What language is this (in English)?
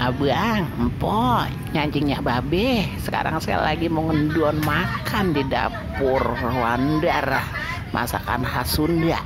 Betawi